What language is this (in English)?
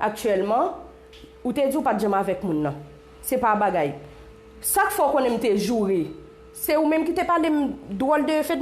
Haitian Creole